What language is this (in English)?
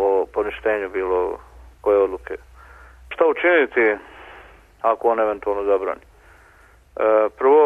Serbian